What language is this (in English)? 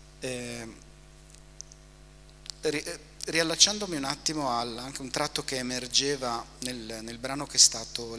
Italian